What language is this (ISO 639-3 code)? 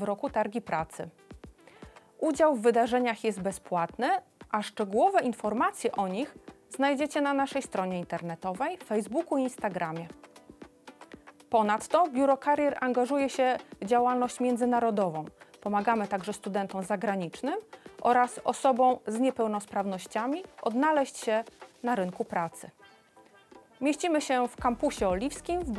pol